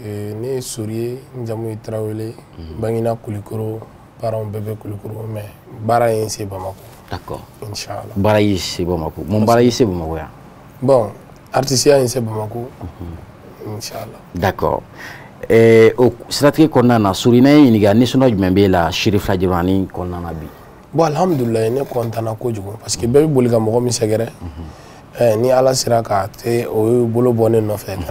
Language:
Bambara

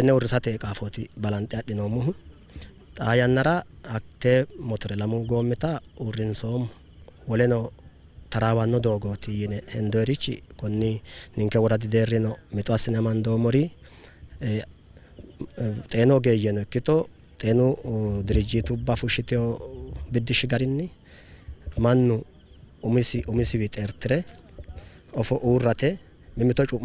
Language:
Sidamo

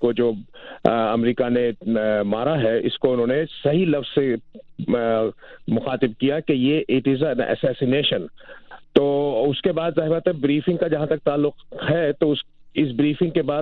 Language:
Urdu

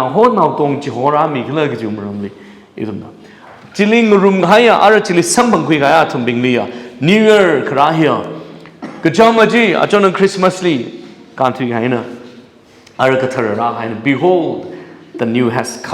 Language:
Tangkhul Naga (India)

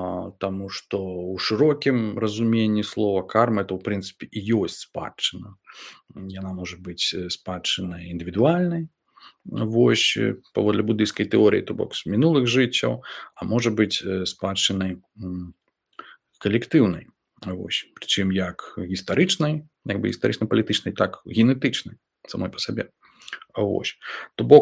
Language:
Belarusian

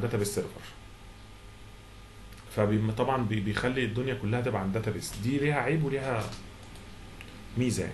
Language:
Egyptian Arabic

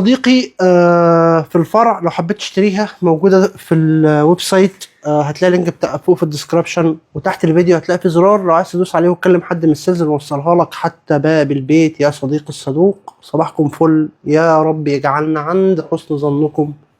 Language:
Egyptian Arabic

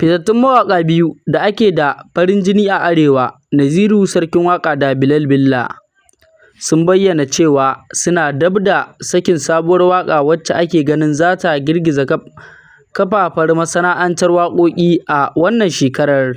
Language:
Hausa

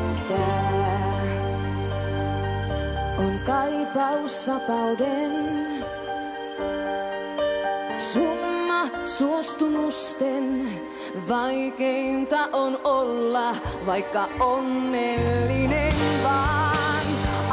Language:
Finnish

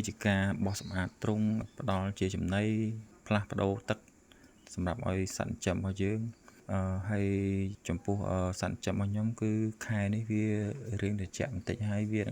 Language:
Khmer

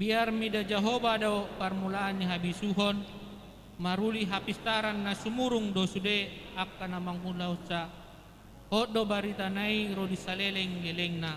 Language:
Batak Toba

